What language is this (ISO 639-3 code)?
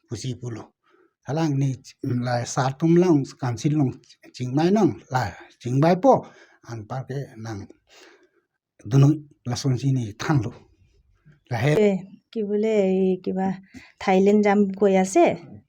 mjw